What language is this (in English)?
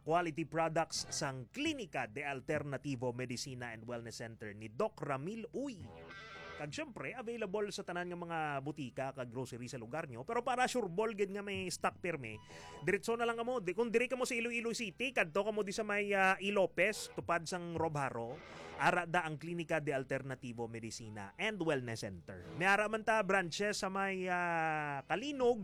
Hiligaynon